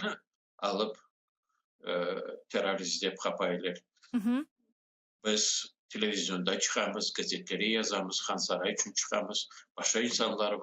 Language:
Crimean Tatar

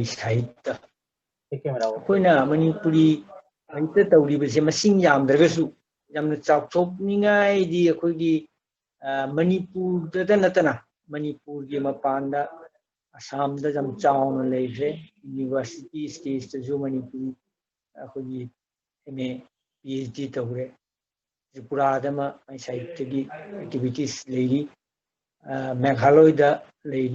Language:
Manipuri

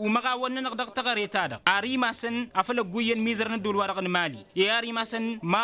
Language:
Tamasheq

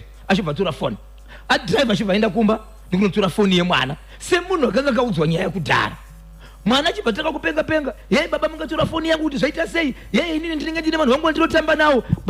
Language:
Shona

